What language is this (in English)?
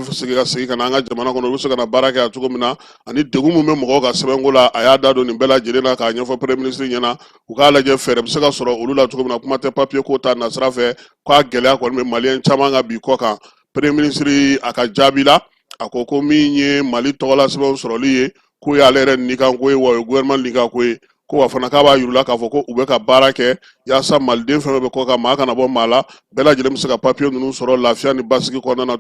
Bambara